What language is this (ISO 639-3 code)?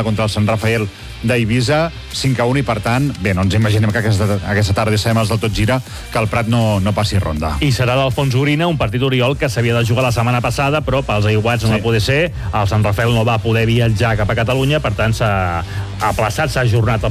cat